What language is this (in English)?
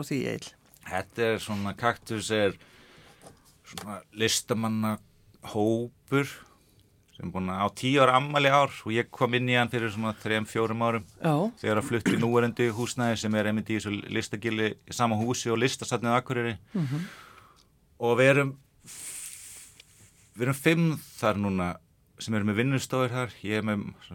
Icelandic